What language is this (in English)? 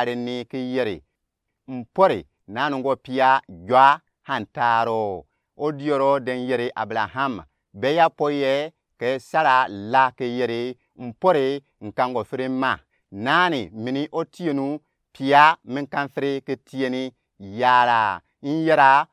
Gourmanchéma